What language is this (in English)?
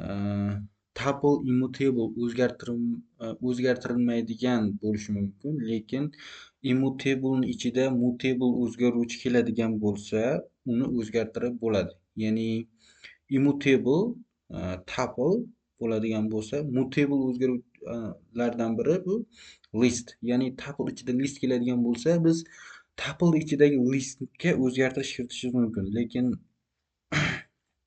Uzbek